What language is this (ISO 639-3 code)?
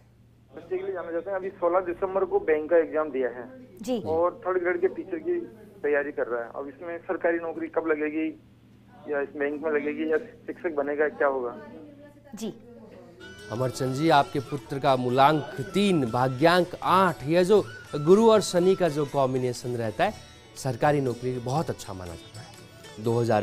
hin